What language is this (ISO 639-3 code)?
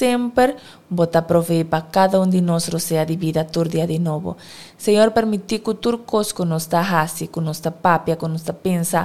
pap